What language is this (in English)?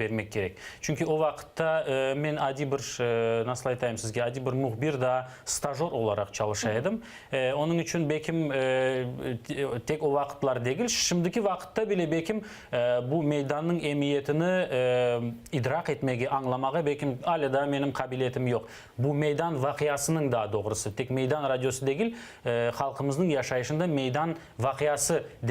Crimean Tatar